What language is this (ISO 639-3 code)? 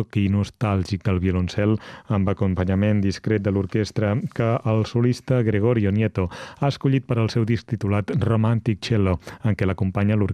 cat